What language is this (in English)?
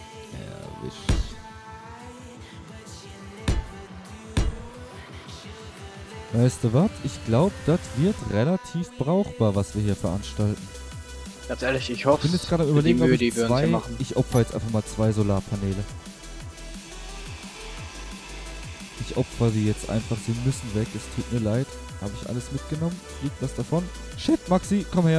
German